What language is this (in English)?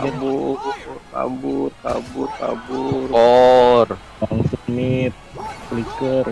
Banjar